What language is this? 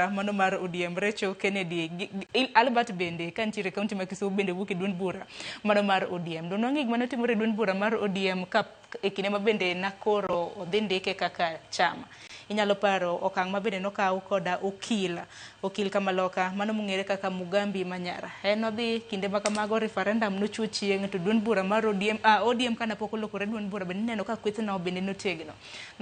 Luo (Kenya and Tanzania)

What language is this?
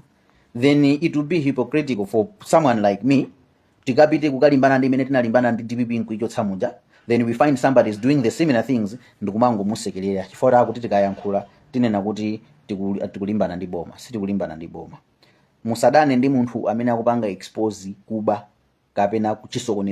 Nyanja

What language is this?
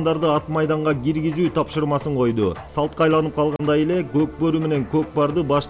Kyrgyz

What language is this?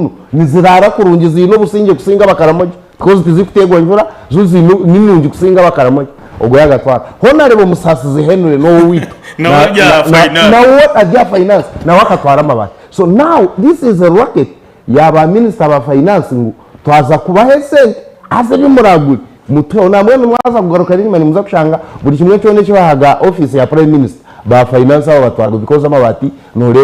Nyankole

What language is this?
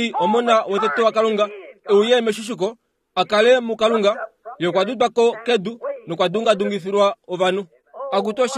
Kuanyama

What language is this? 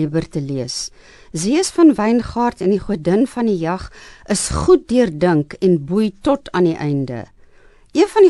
Afrikaans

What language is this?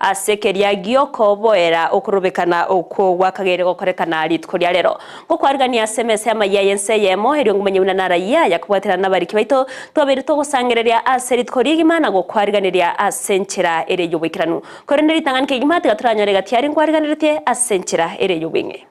Gusii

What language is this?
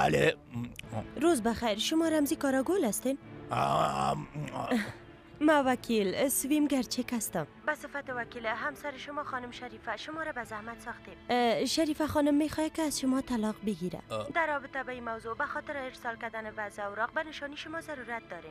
Persian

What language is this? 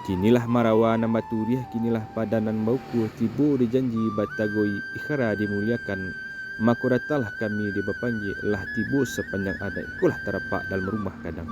Minangkabau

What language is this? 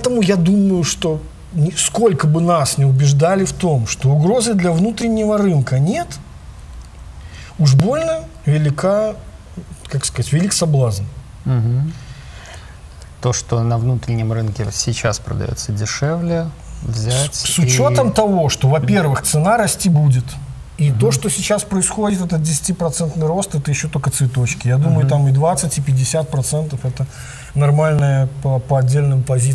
Russian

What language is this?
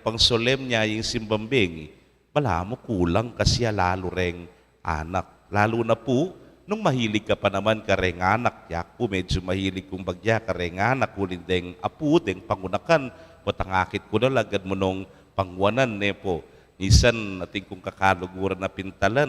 Pampanga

